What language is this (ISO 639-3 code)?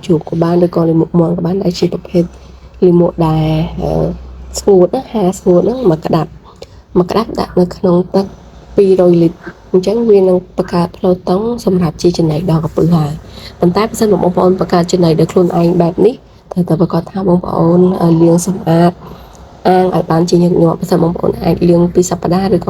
khm